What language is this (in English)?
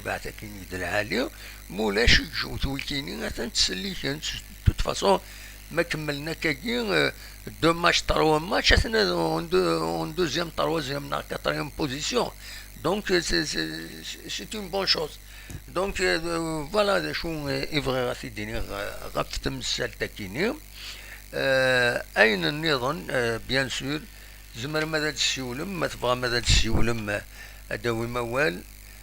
Kabyle